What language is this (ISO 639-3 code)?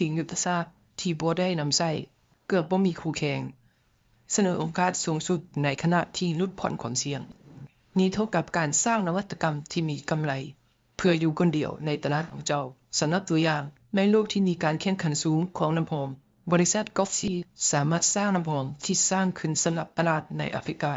lao